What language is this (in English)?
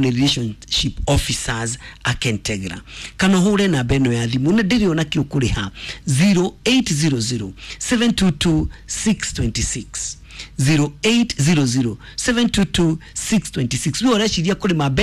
Kikuyu